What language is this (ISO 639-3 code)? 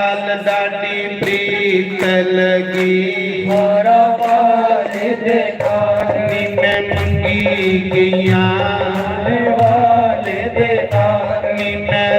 doi